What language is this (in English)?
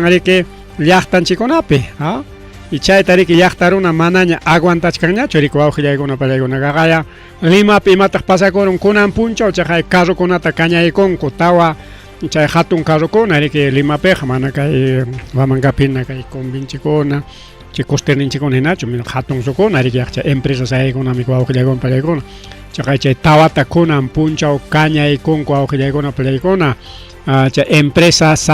Ayacucho Quechua